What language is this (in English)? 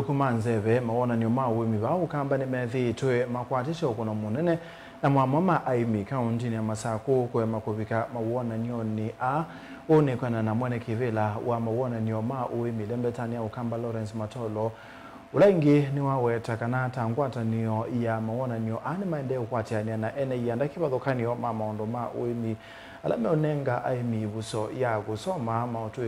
Kamba